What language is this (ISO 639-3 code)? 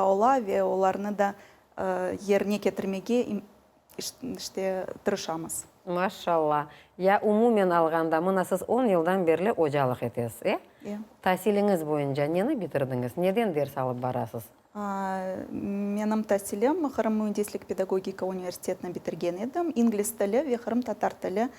crh